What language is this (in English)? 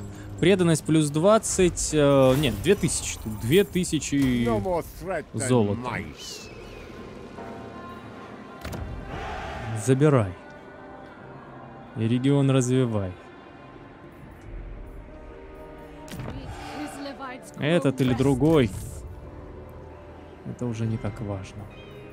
Russian